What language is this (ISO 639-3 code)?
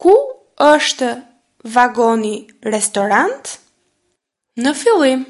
sqi